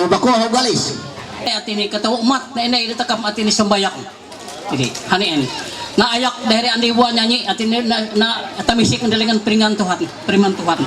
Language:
Ma'anyan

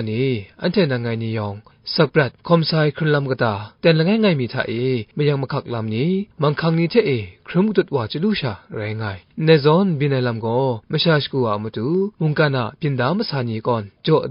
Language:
Kachin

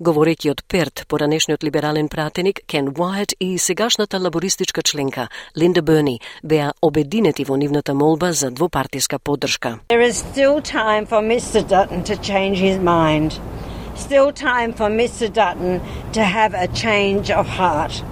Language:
Macedonian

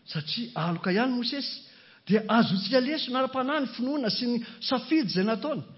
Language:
Malagasy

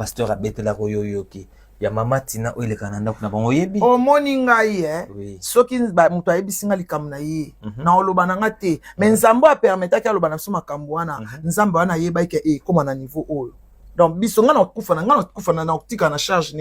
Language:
Lingala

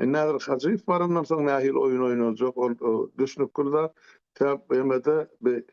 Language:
Turkmen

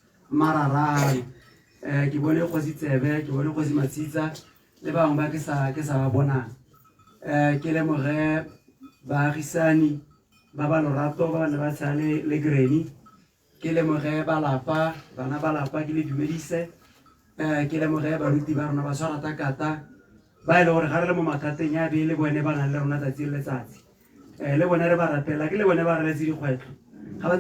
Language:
Tswana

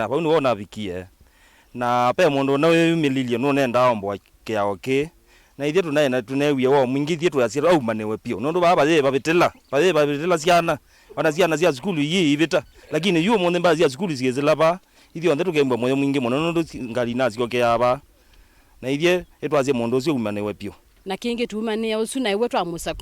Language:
Kamba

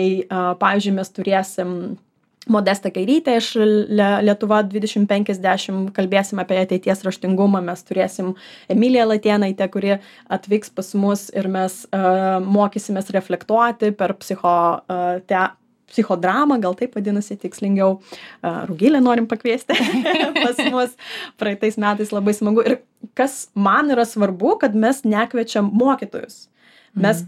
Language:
Lithuanian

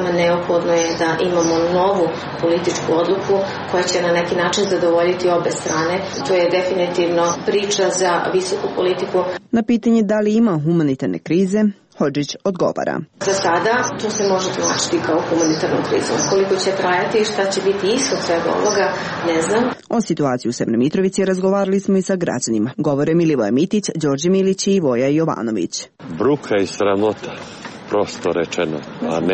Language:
Serbian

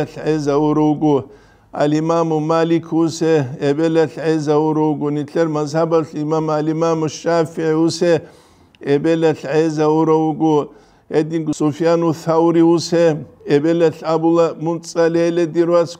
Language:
Avaric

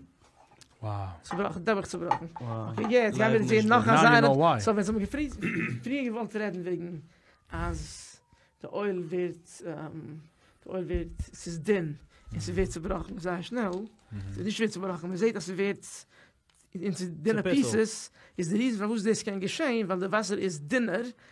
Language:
Yiddish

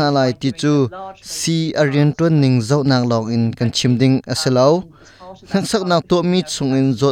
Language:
Hakha Chin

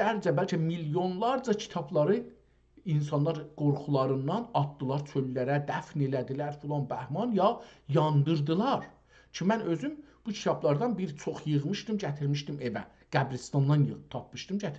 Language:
South Azerbaijani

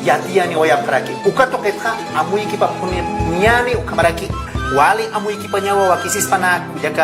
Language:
Aymara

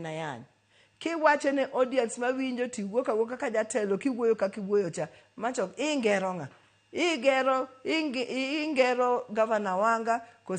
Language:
Luo (Kenya and Tanzania)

